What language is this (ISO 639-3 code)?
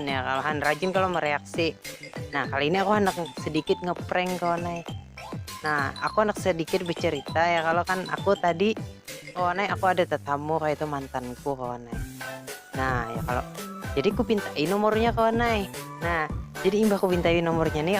bjn